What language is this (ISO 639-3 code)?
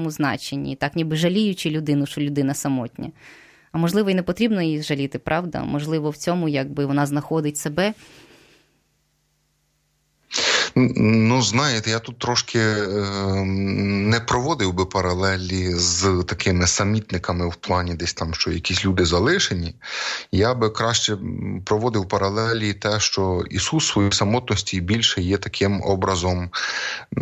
ukr